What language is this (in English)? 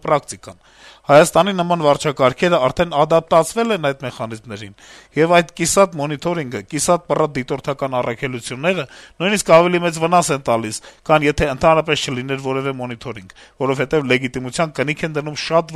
Armenian